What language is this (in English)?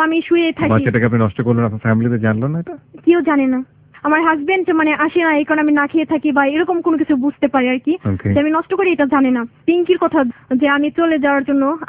Bangla